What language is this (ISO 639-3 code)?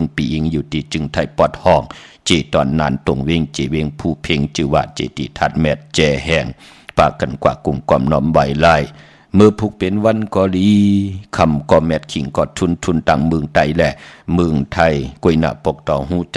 shn